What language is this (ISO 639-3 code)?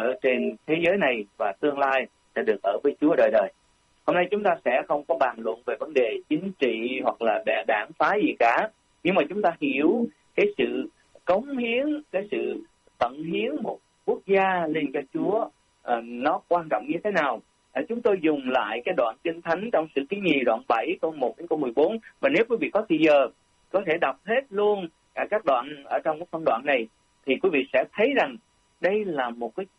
vie